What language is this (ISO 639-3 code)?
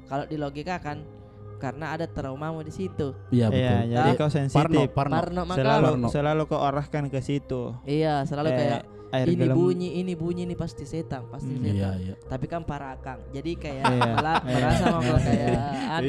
mfp